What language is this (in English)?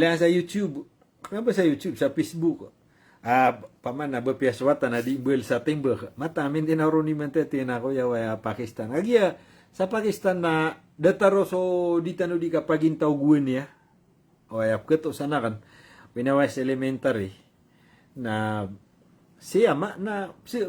Maranao